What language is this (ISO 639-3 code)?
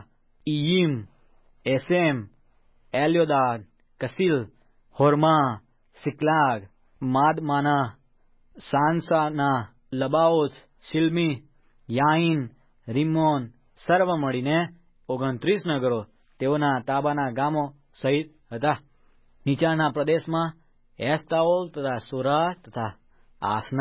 guj